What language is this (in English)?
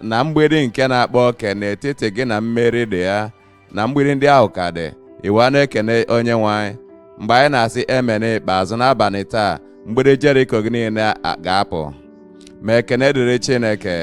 Igbo